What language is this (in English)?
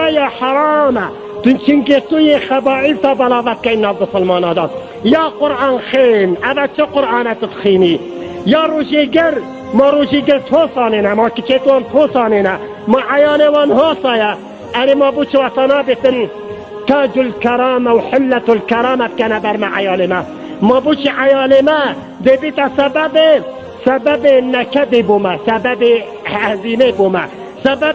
Kurdish